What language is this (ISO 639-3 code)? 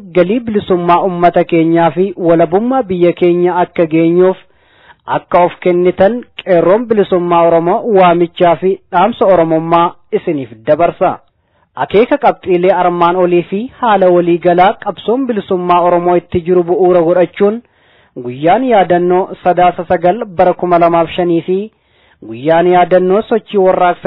orm